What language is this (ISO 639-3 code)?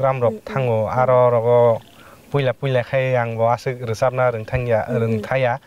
trp